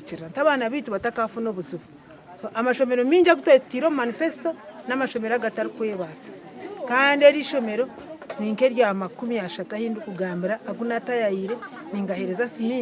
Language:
Nyankole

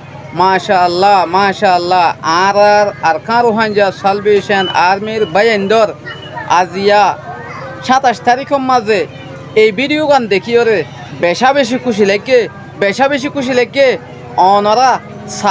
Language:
Rohingya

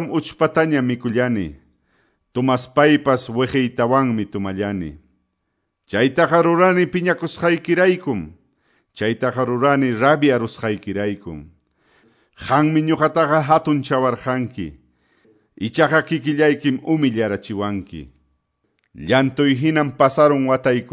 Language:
Quechua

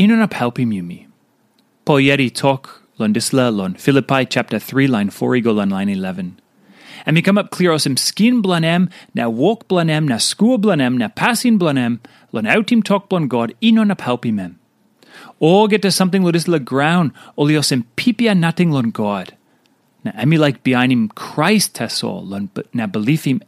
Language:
Tok Pisin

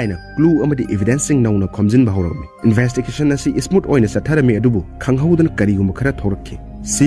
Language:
Manipuri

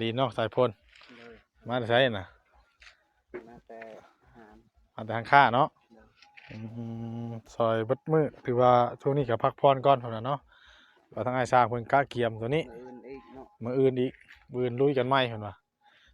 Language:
Northeastern Thai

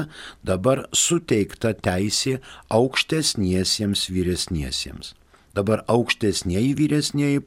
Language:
Lithuanian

